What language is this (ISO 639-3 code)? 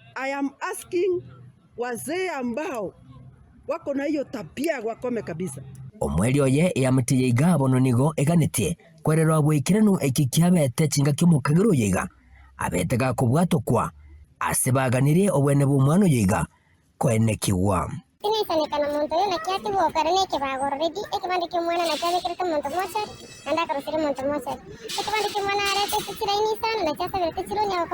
guz